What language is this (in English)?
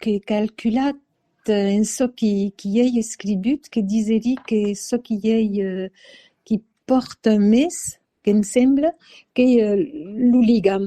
Occitan